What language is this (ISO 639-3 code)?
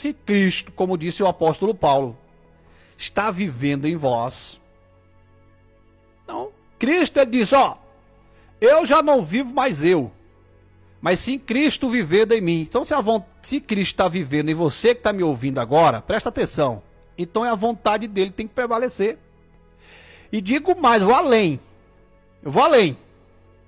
por